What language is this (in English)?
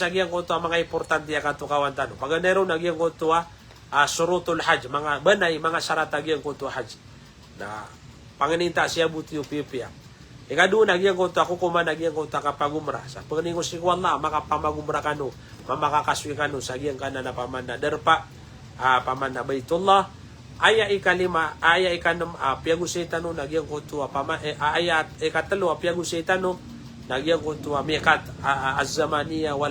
Maranao